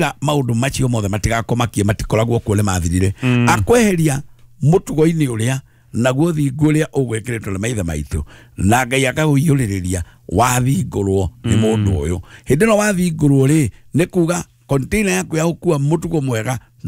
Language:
Kikuyu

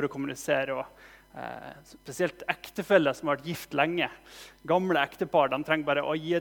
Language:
Norwegian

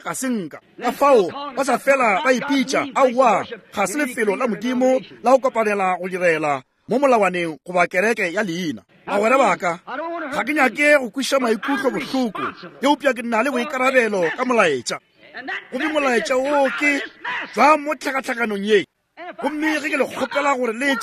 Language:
Northern Sotho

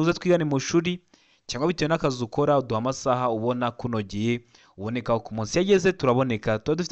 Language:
Kinyarwanda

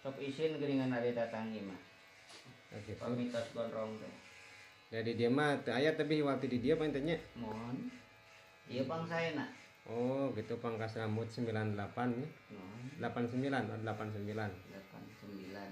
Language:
Sundanese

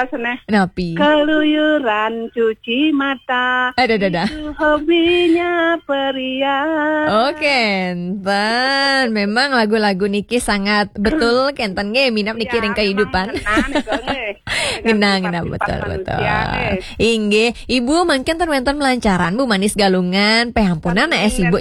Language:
Balinese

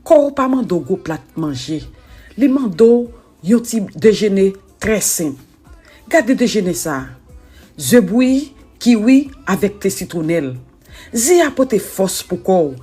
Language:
Haitian Creole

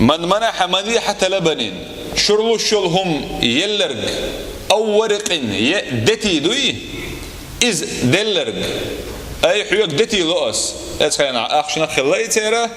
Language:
Chechen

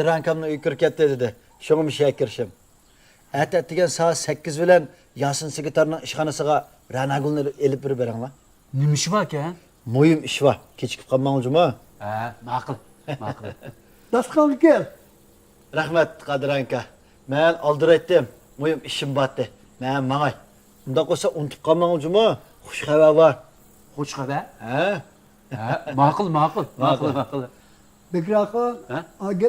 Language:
Uyghur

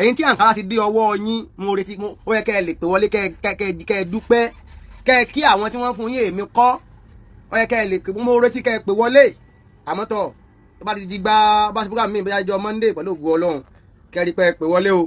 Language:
Yoruba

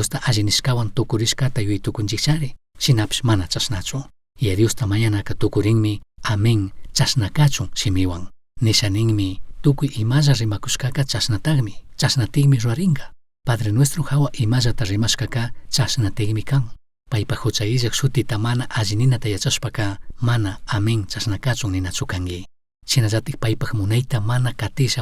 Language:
Chimborazo Highland Quichua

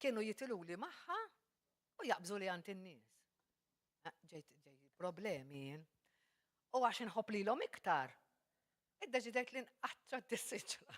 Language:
Maltese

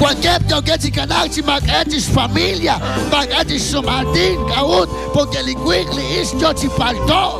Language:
Kekchí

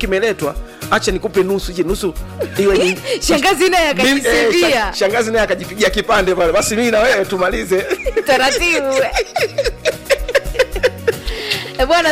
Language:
Swahili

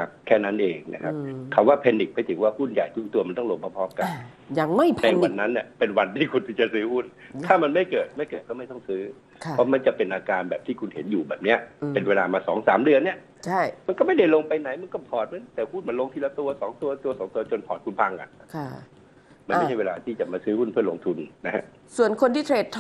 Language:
Thai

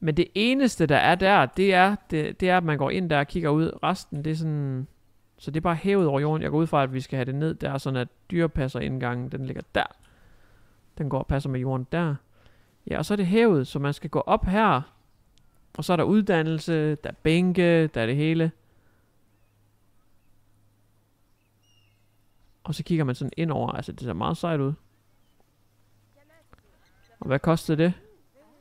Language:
Danish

